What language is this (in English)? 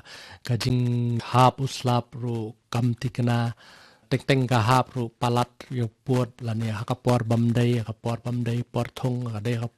Khasi